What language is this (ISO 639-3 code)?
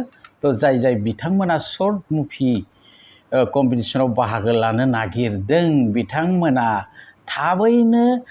brx